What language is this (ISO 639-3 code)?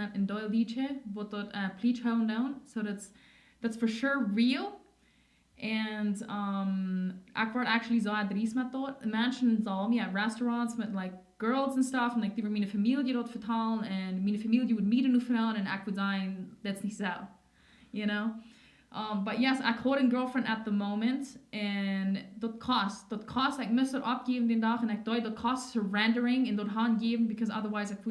pdt